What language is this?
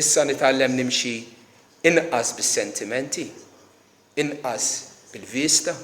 Maltese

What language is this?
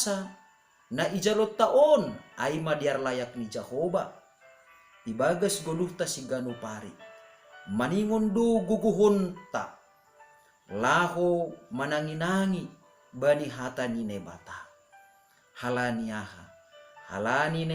Batak Simalungun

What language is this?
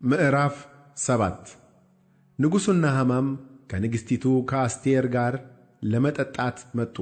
Amharic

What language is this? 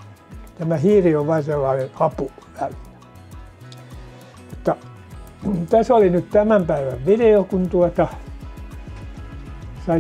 Finnish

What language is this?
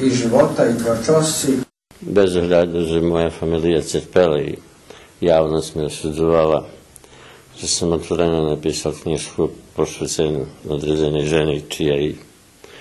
Rusyn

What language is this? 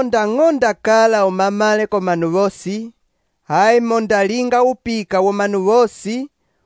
Umbundu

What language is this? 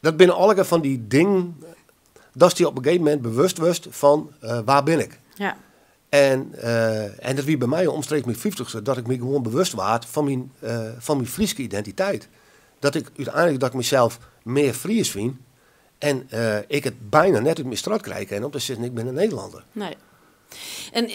Western Frisian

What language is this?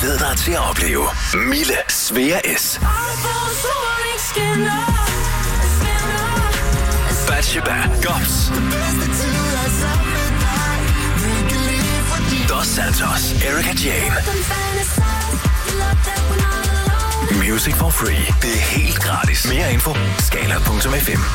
Danish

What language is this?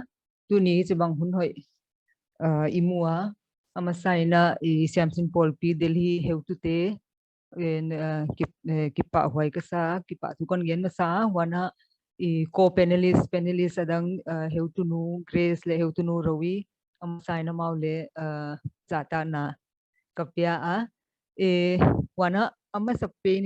Paite Chin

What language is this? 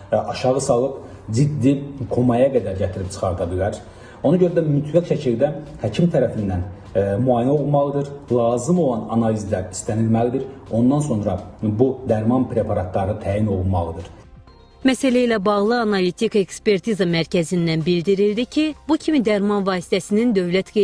Azerbaijani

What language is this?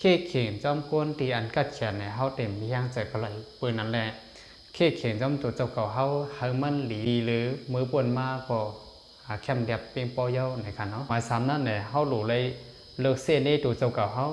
Shan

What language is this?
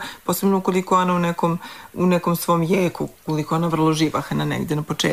Serbian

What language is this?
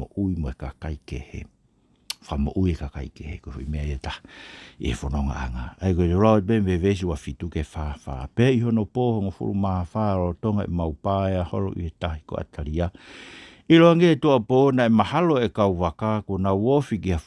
Tongan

